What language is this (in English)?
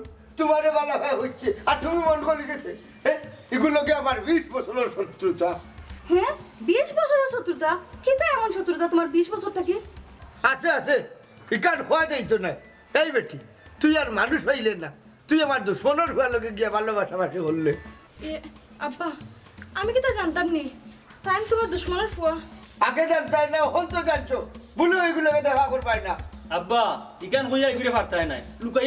Sylheti